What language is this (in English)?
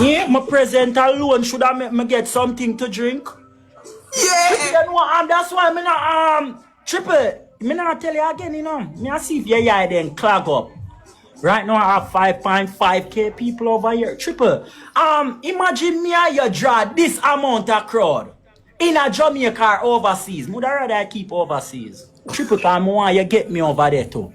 Jamaican Creole English